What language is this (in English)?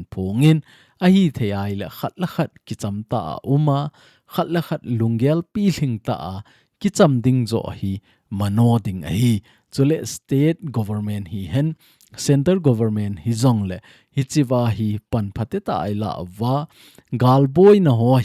Thado Chin